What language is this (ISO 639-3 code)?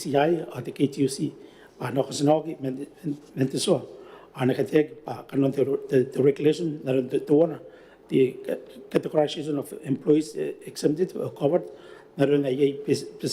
gil